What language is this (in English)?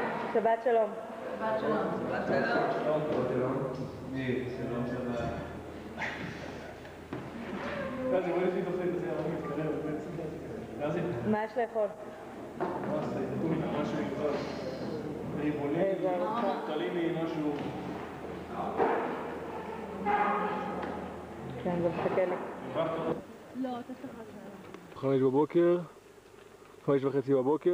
Hebrew